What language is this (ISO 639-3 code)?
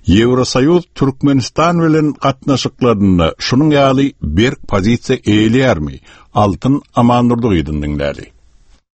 tuk